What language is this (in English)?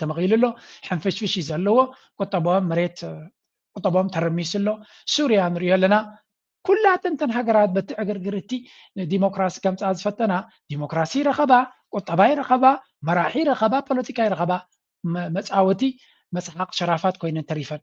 Tigrinya